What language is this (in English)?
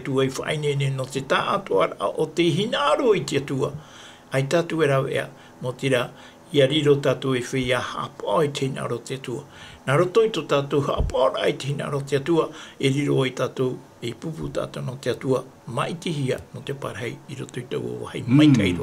Tahitian